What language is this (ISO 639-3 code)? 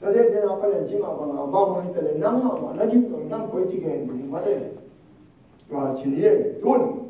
ctd